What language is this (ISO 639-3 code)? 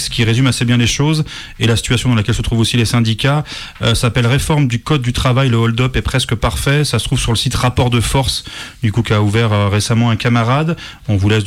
fra